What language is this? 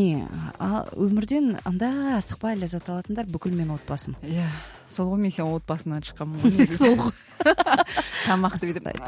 Kazakh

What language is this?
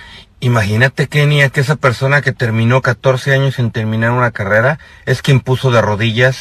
Spanish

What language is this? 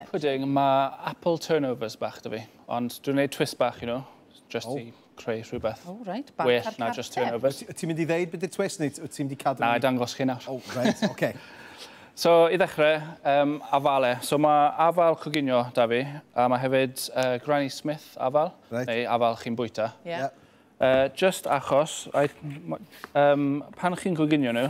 Welsh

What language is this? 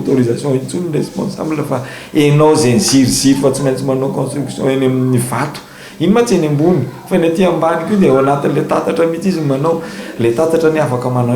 Malagasy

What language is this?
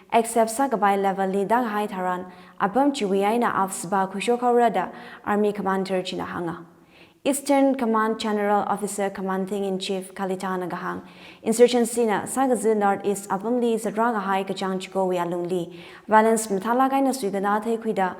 Tangkhul Naga (India)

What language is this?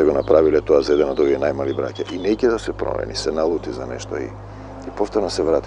Macedonian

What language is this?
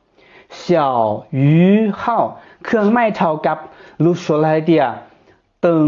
Hmong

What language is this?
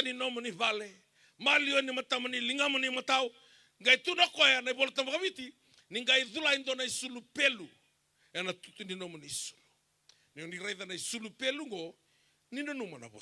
Fijian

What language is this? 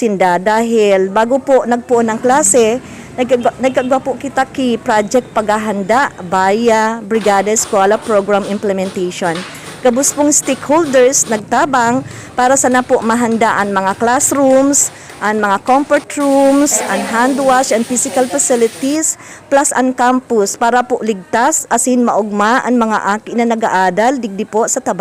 Bikol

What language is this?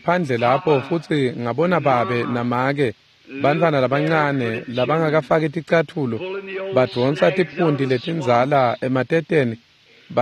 Swati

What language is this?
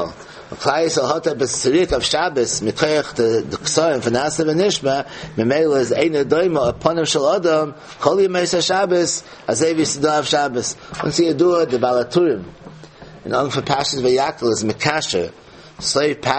Yiddish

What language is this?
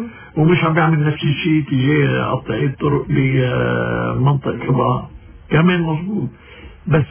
North Levantine Arabic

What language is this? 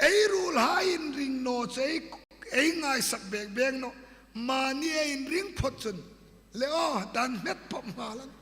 Hmar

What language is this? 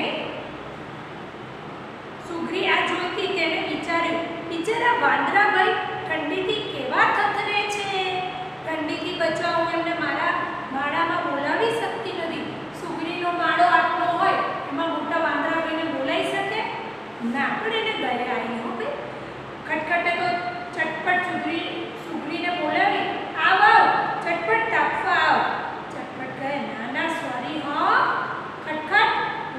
Gujarati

